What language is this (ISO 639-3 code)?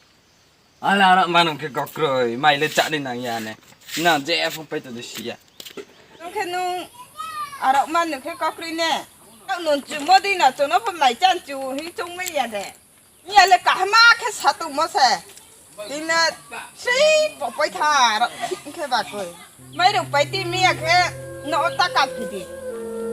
ria